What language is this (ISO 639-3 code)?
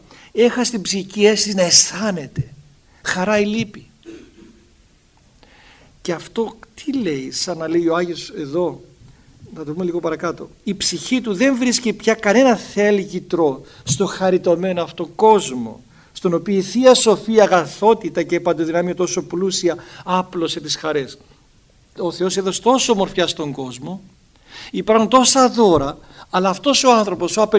ell